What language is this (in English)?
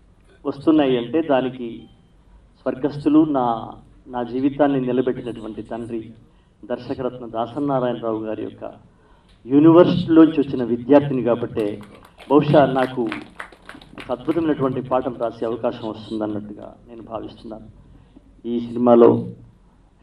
Telugu